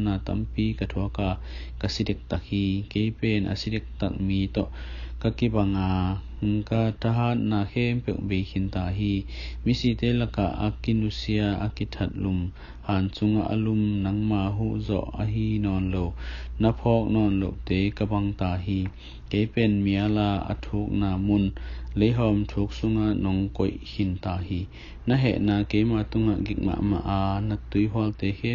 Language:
Tedim Chin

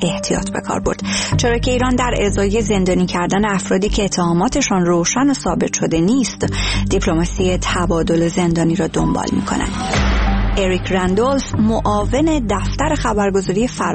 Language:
Persian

